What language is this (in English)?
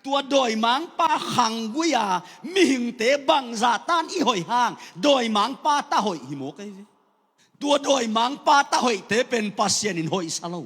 Tedim Chin